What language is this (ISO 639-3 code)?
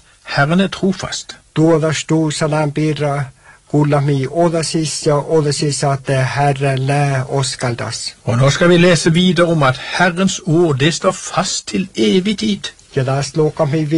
nor